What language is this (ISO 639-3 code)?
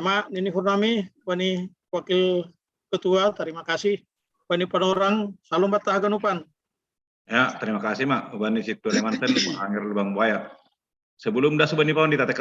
bts